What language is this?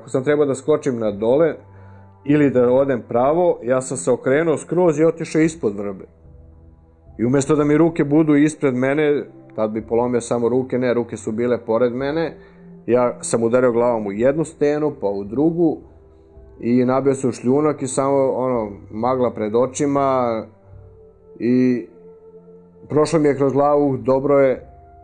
Serbian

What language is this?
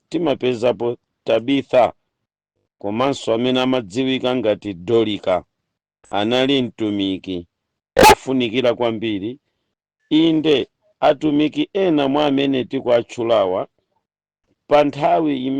Nyanja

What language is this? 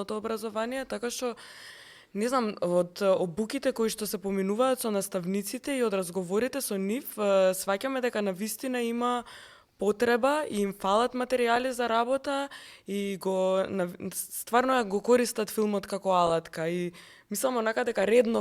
Macedonian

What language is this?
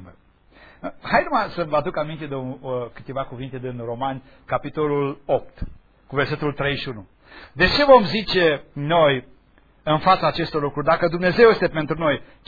Romanian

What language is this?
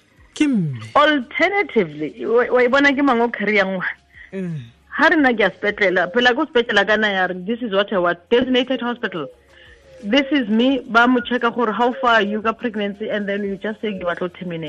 Tswana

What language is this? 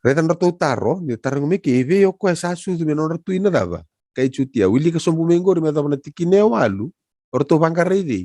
Fijian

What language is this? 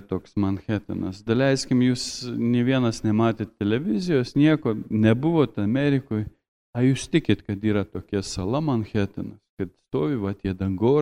Lithuanian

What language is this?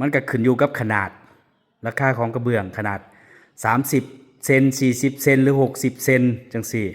Northeastern Thai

